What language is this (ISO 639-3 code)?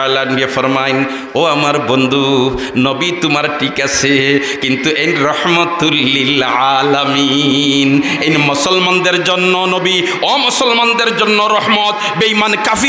syl